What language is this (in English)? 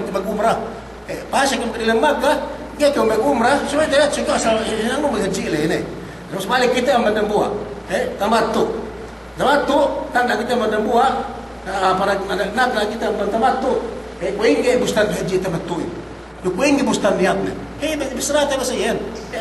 Yakan